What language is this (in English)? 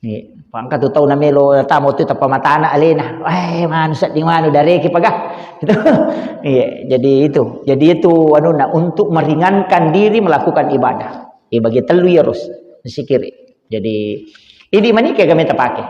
Buginese